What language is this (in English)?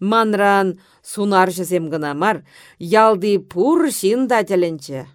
Chuvash